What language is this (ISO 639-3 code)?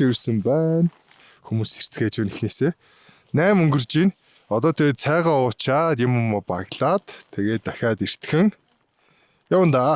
mon